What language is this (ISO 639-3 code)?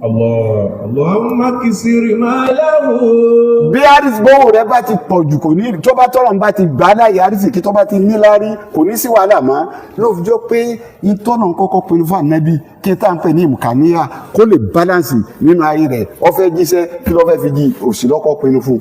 yor